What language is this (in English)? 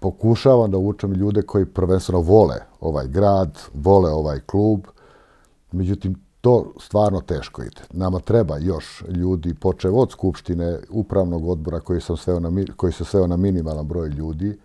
Serbian